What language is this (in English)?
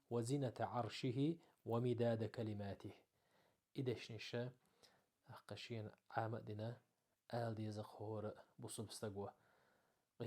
Chechen